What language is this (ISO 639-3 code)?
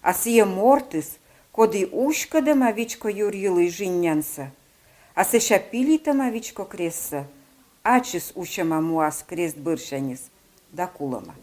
kom